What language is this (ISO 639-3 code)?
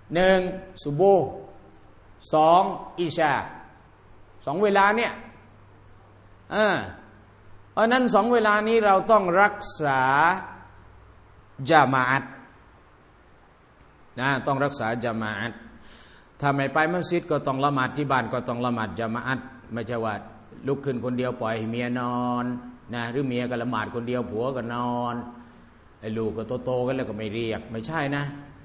tha